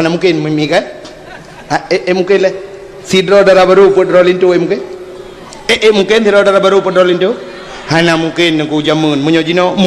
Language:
Achinese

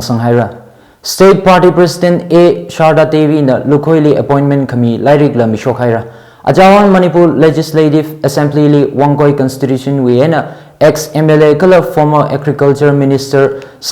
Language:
Tangkhul Naga (India)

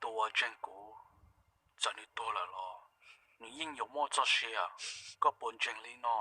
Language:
Hmong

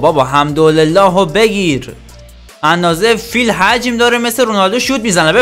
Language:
Persian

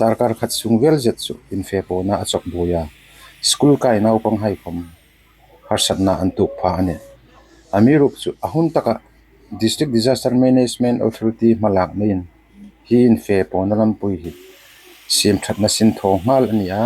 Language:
Hmar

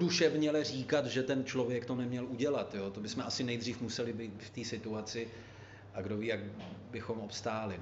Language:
Czech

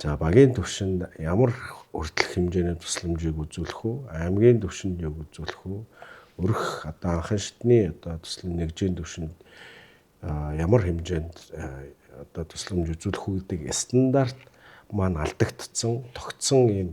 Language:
Mongolian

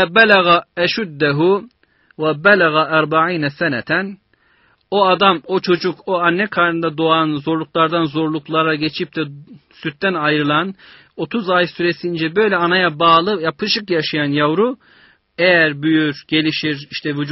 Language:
Turkish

